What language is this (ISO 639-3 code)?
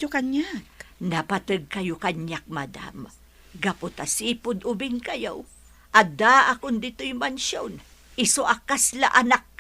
ilo